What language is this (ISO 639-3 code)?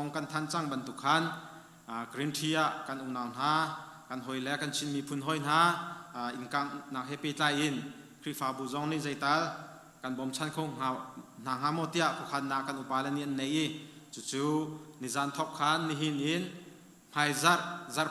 cnh